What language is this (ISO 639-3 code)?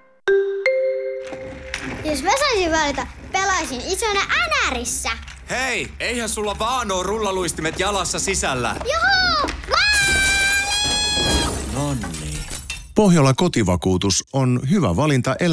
fin